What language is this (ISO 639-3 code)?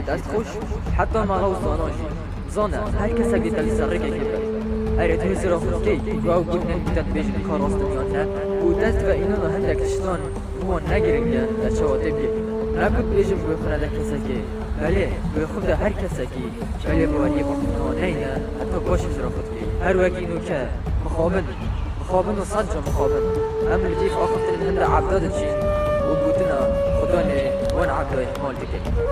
kur